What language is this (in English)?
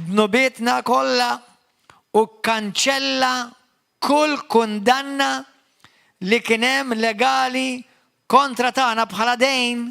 Maltese